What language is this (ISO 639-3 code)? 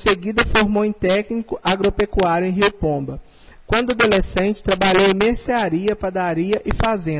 por